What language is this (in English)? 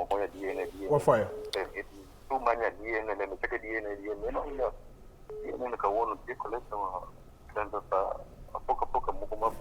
Acoli